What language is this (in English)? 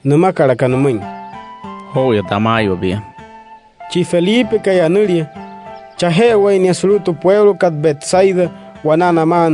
Wayuu